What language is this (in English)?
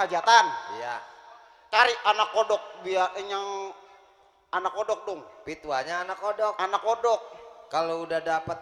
Betawi